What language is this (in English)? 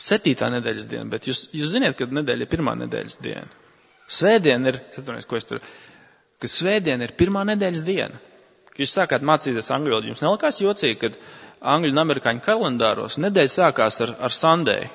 Latvian